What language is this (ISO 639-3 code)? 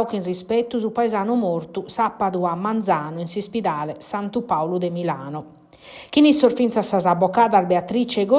srd